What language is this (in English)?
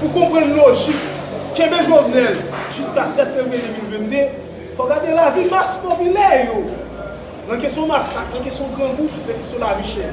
Haitian Creole